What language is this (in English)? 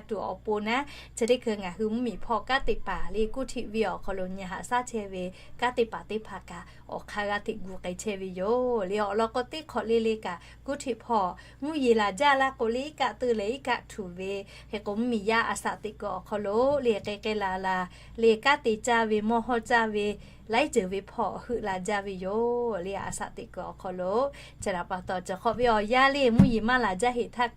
Lahu